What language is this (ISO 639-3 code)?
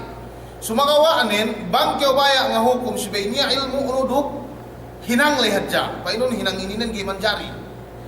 yka